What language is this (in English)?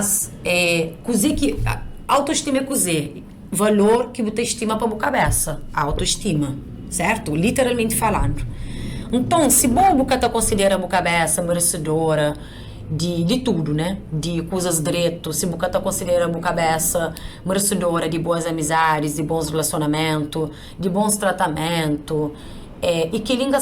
Kabuverdianu